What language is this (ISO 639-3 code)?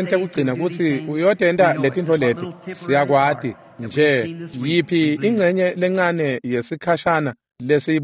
ssw